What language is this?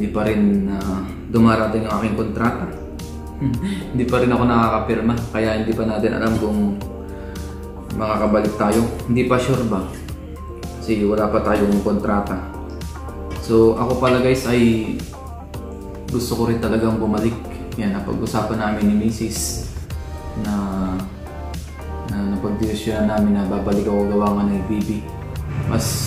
Filipino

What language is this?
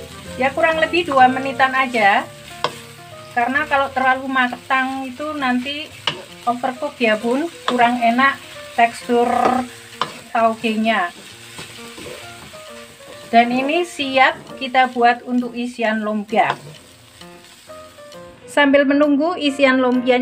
Indonesian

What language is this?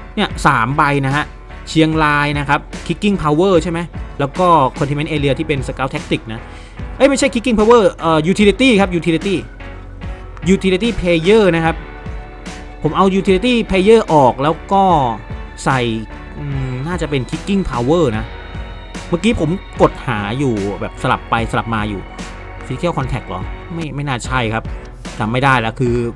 Thai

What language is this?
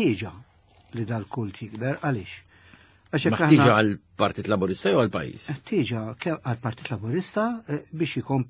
Maltese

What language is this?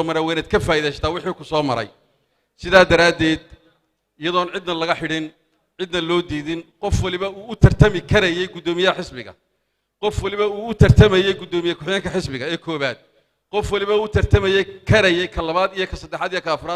Somali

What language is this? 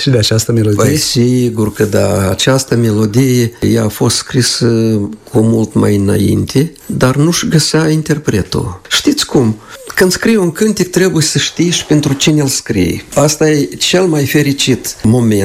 Romanian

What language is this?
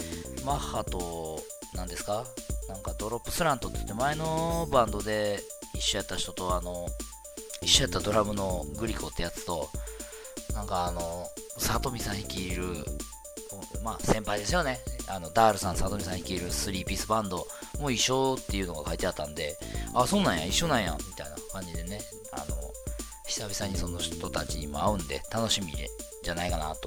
Japanese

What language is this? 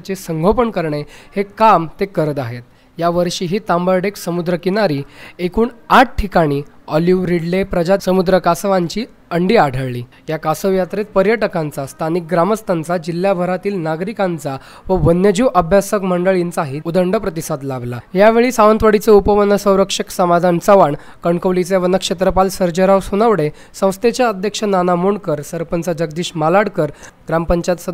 Marathi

